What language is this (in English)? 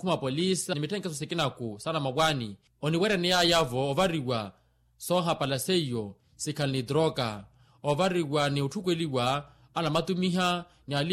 Makhuwa